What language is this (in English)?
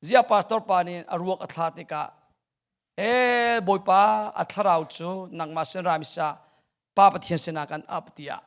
Hakha Chin